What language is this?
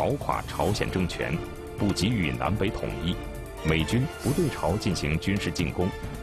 Chinese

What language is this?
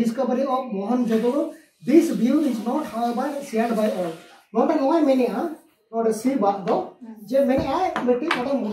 Santali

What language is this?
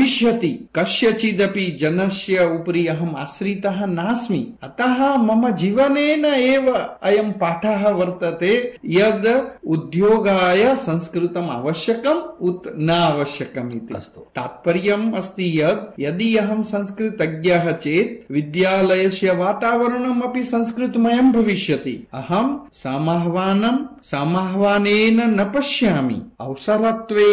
Sanskrit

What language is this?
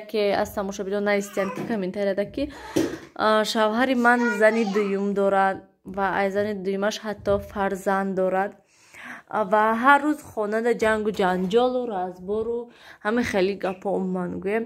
Tajik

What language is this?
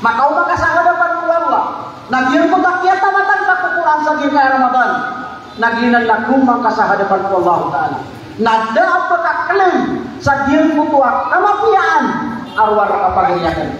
Maranao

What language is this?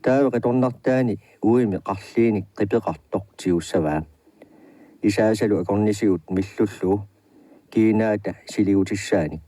Kalaallisut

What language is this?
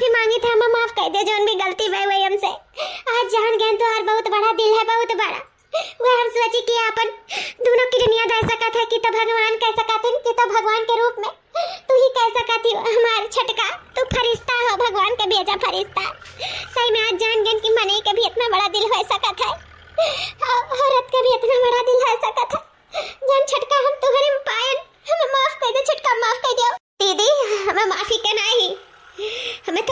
Awadhi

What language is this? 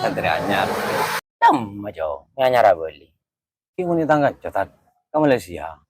Madurese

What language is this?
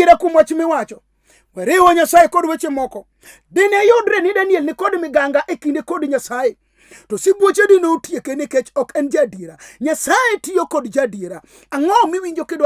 Luo (Kenya and Tanzania)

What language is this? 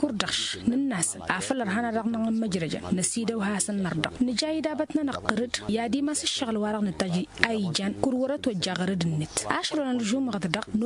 Tamasheq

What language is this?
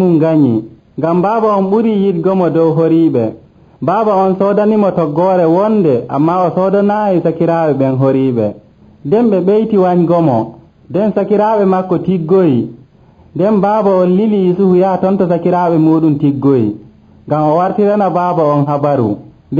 Nigerian Fulfulde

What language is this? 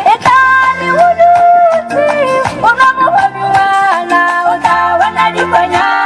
Tswana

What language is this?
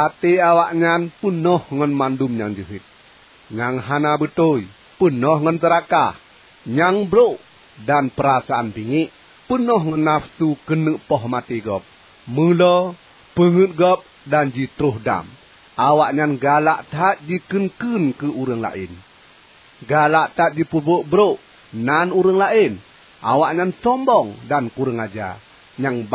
Achinese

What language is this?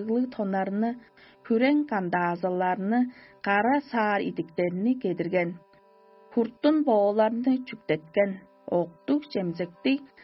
Tuvinian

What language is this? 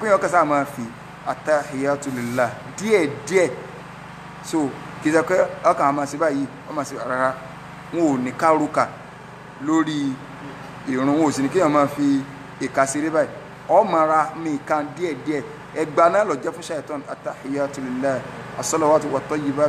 Yoruba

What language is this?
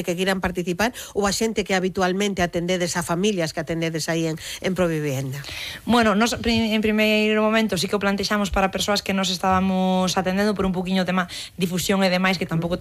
Galician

